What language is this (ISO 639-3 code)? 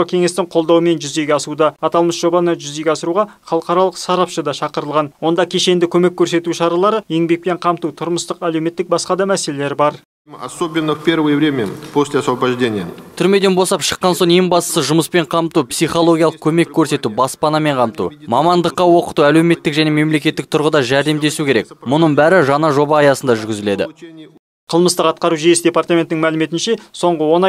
kaz